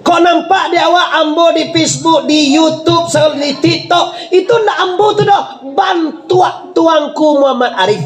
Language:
Minangkabau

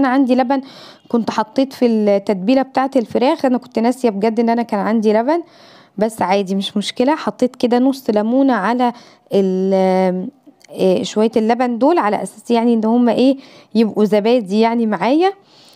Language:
Egyptian Arabic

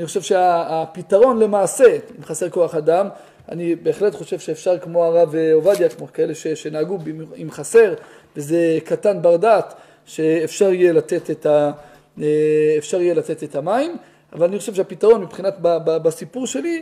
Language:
Hebrew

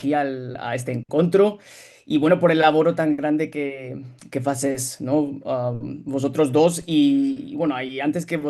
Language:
Ladino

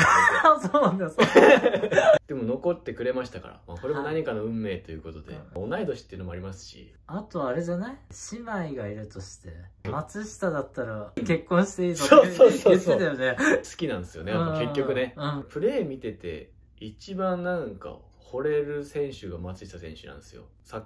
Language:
Japanese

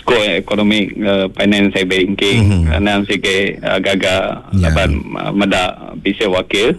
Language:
Iban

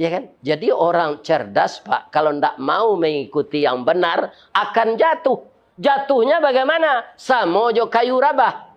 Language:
Minangkabau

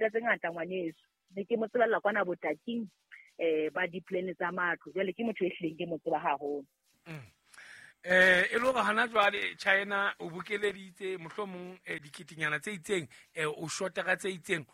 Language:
Southern Sotho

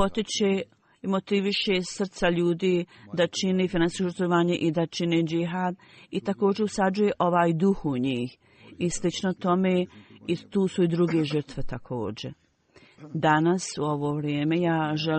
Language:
Bosnian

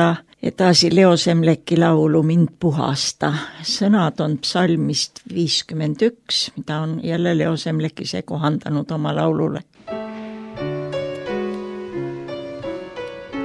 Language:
Estonian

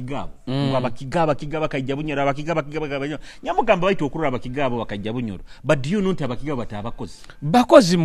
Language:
Nyoro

